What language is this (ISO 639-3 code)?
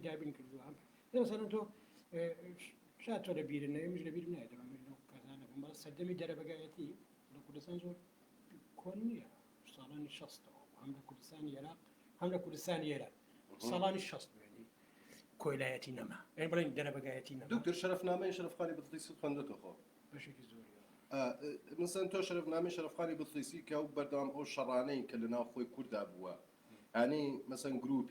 ckb